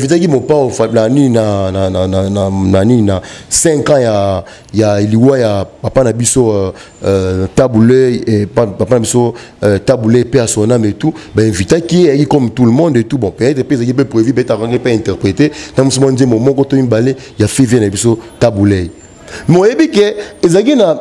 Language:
Lingala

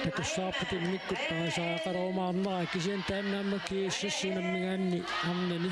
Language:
Kalaallisut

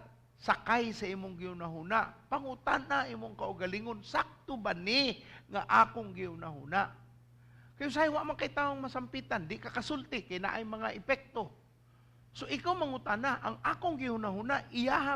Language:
Cebuano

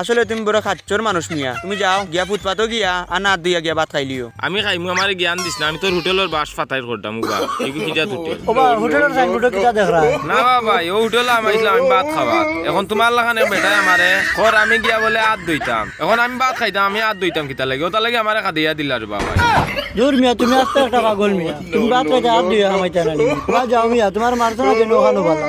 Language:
Sylheti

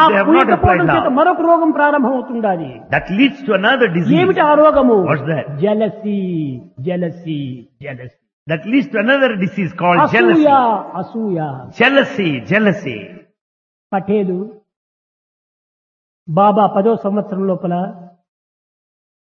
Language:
Telugu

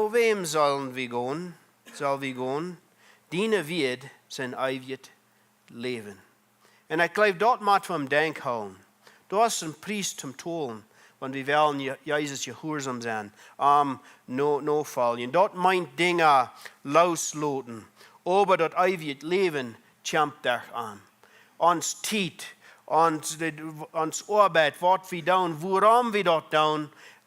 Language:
Plautdietsch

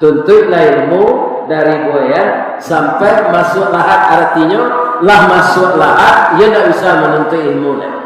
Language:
Minangkabau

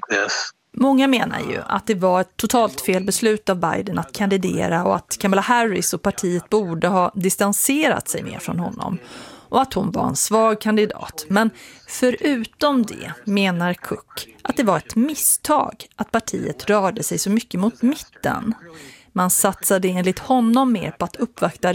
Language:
Swedish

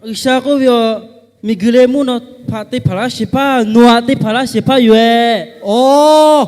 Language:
Lahu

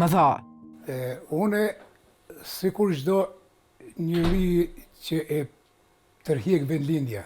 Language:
Albanian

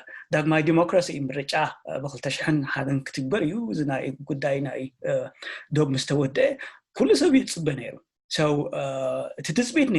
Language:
Tigrinya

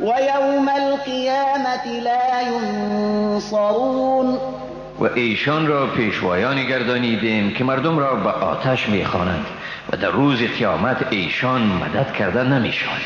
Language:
Persian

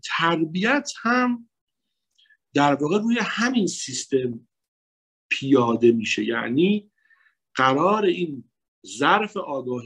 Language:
Persian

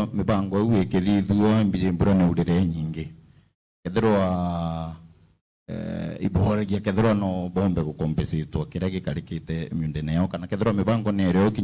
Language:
Meru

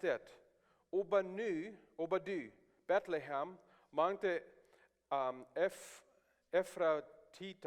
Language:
Plautdietsch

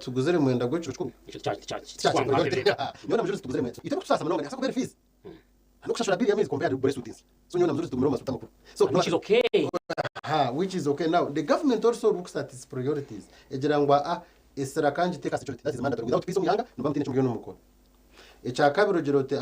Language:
Nyankole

